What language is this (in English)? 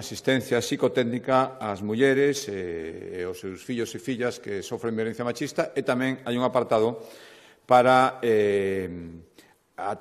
Galician